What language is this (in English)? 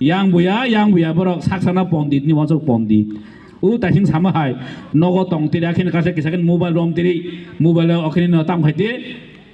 Kok Borok